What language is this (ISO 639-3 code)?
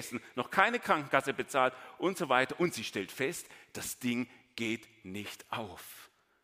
deu